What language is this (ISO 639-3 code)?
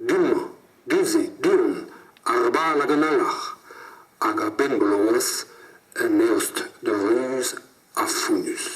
bre